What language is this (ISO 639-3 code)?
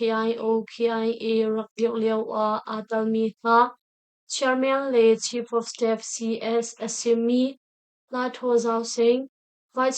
cnh